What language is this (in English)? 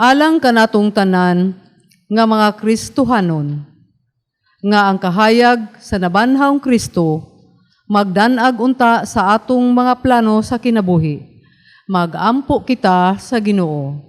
Cebuano